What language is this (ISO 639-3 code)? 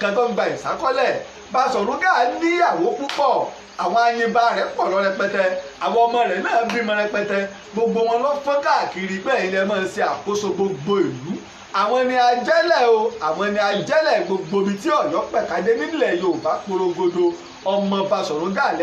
yor